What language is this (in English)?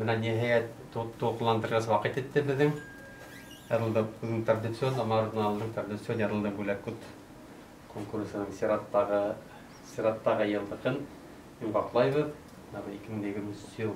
Bashkir